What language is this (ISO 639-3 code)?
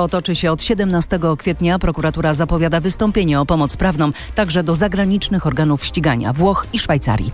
pol